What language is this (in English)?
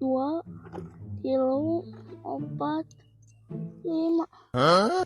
Sundanese